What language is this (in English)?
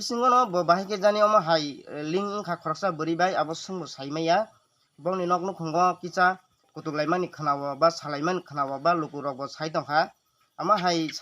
Kok Borok